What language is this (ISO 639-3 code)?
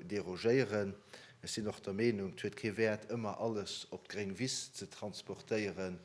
ltz